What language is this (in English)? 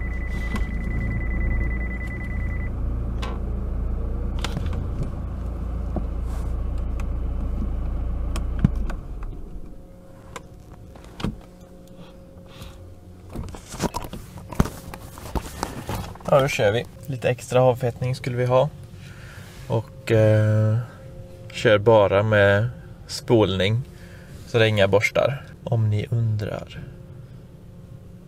Swedish